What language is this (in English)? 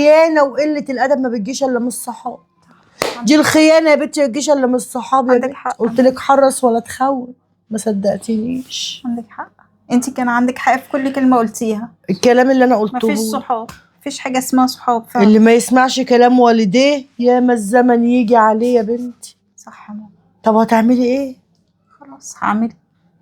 Egyptian Arabic